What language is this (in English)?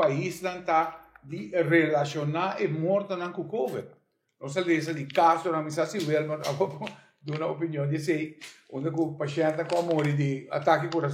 Papiamento